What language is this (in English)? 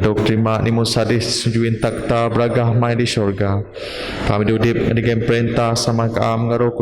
Biatah Bidayuh